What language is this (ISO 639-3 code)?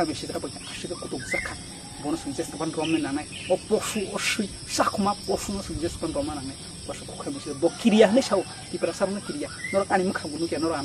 trp